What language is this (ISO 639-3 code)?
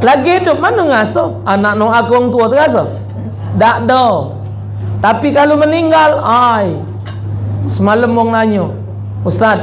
mui